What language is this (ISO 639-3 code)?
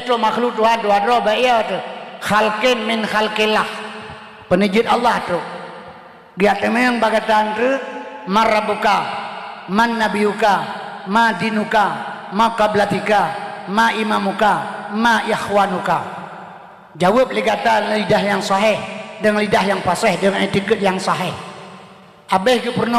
ace